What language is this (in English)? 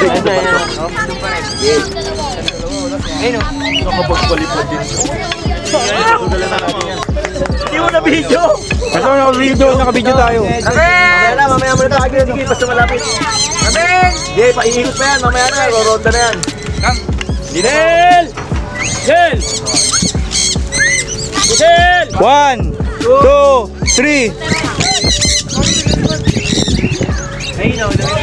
Filipino